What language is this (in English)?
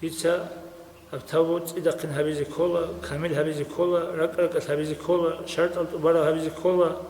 Avaric